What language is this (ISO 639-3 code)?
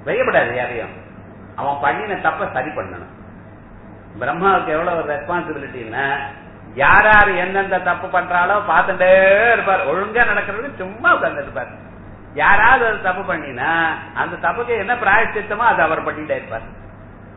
tam